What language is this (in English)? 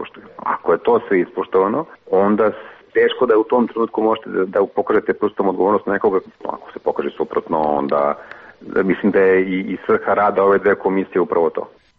Serbian